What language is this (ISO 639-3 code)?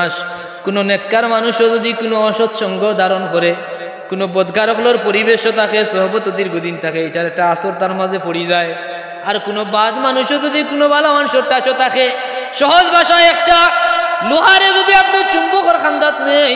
syl